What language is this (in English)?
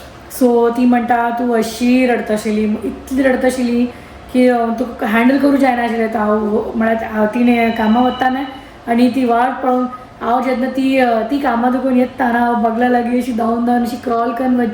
Konkani